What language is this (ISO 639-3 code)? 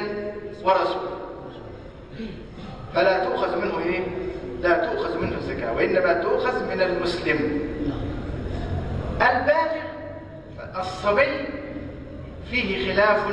ara